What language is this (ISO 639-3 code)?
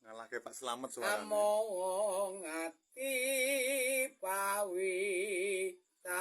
jav